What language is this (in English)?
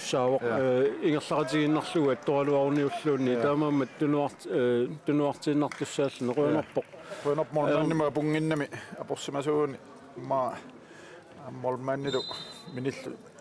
Kalaallisut